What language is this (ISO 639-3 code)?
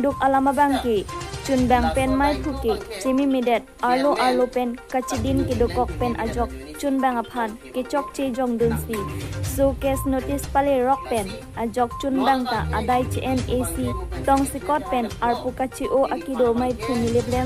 mjw